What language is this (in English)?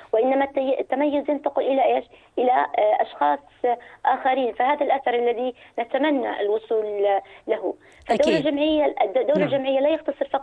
North Levantine Arabic